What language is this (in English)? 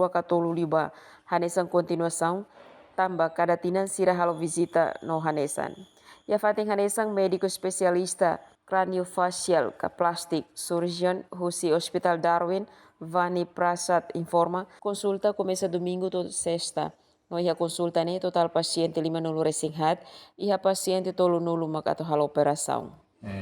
Tetum